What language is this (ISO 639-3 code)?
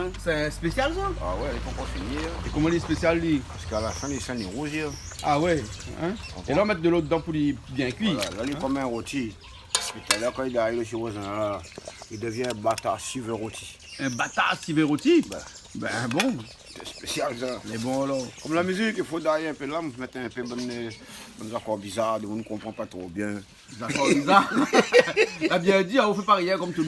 rcf